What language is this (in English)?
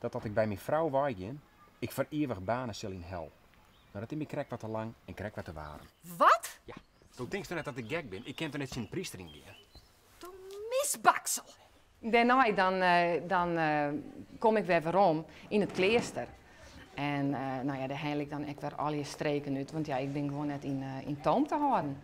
Western Frisian